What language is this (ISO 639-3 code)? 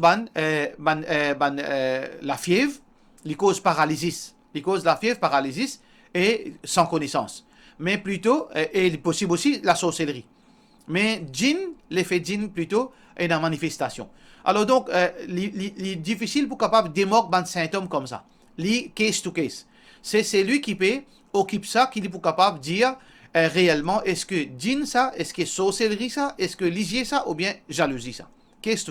mfe